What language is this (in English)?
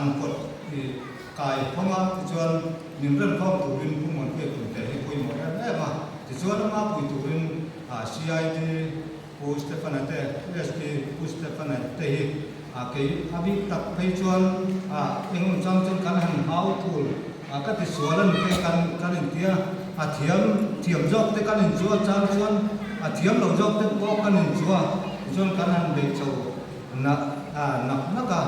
Mizo